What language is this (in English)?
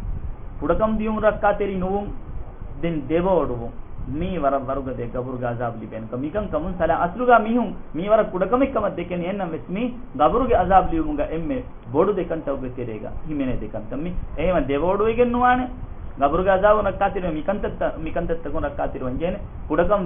Divehi